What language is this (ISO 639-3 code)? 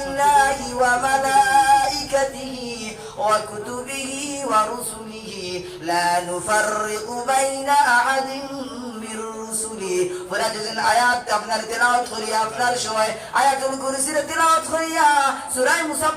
syl